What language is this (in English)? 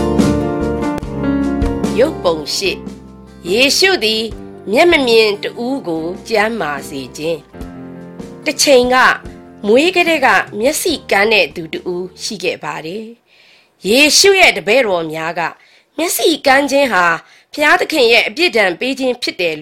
Burmese